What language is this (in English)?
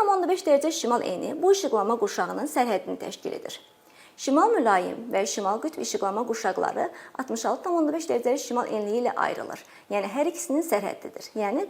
Azerbaijani